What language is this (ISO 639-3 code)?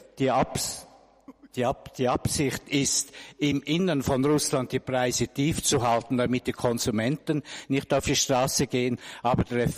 deu